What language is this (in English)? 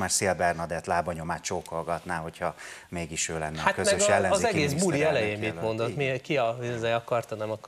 Hungarian